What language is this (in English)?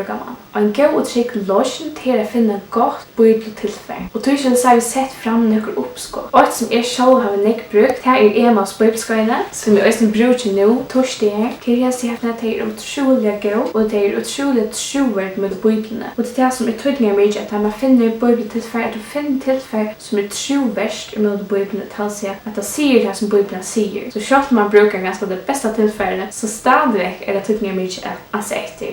Faroese